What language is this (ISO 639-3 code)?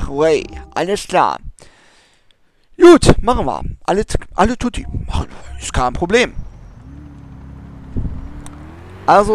deu